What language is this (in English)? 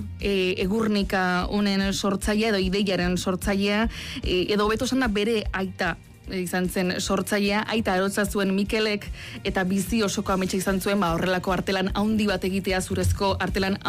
Basque